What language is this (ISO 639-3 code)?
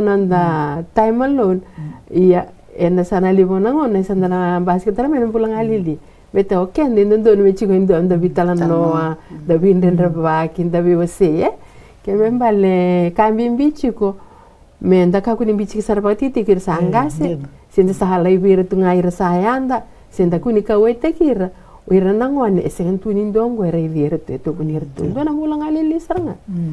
fij